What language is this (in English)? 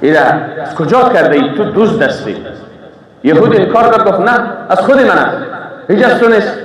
Persian